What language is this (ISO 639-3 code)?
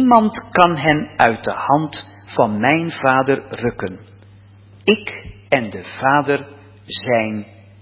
nld